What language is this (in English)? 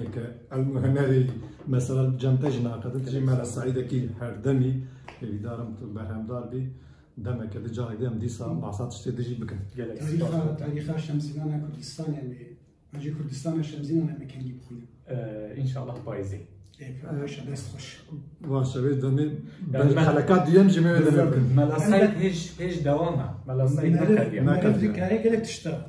Kurdish